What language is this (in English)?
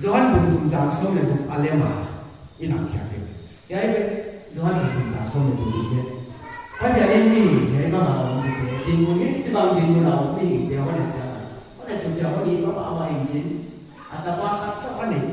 Paite Chin